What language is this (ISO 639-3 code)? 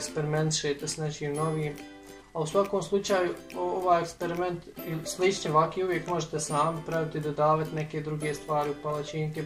bos